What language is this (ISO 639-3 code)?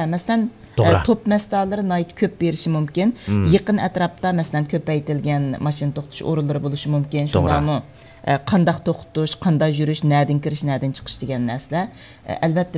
uig